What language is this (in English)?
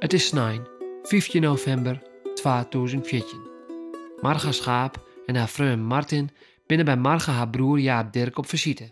Western Frisian